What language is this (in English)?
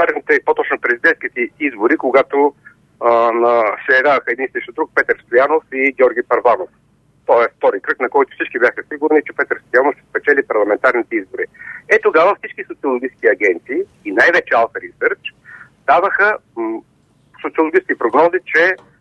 Bulgarian